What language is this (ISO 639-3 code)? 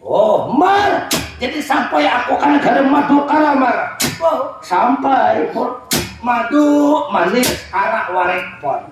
bjn